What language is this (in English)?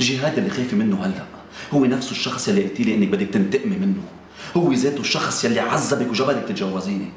North Levantine Arabic